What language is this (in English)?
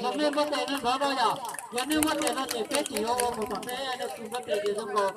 Hmong